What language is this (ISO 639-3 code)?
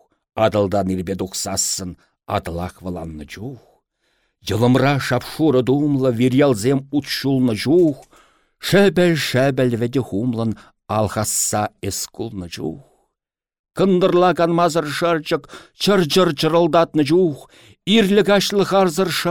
chv